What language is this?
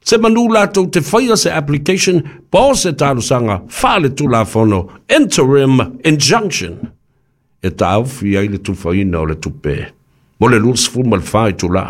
Samoan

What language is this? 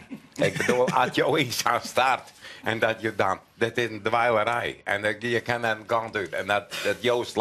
Western Frisian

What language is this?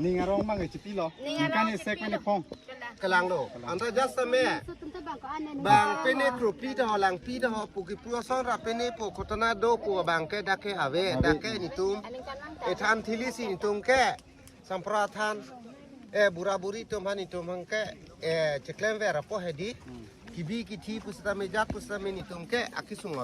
Karbi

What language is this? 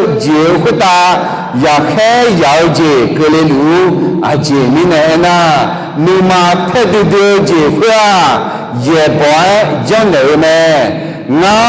Akha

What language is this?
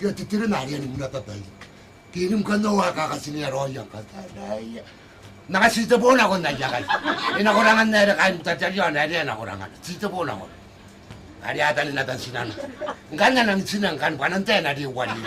Gilbertese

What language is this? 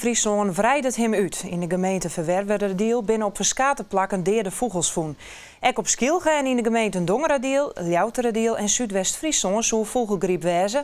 Western Frisian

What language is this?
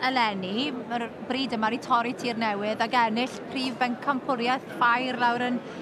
Welsh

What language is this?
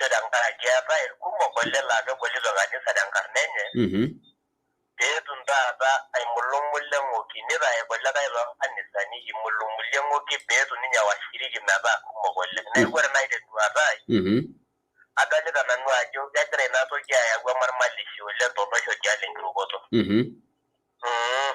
Masai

